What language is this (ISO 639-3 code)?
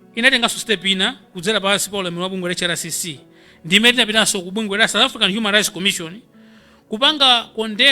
nya